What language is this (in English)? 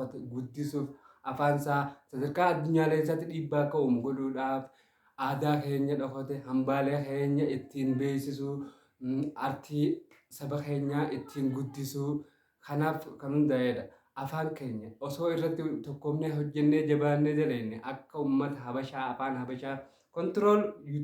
Oromo